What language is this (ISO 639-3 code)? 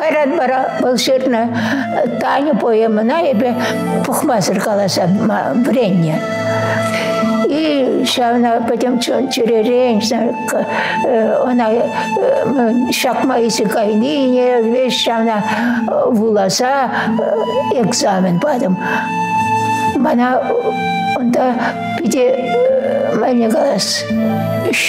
chv